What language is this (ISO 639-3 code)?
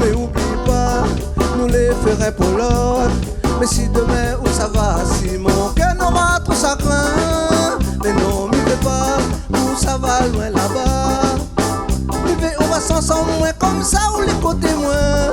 rcf